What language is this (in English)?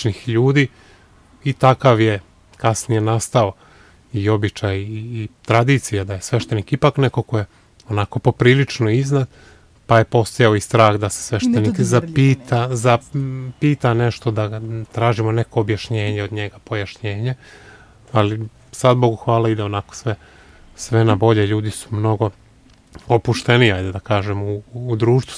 Serbian